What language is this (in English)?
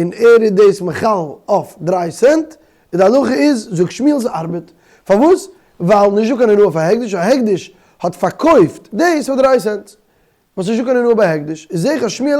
Yiddish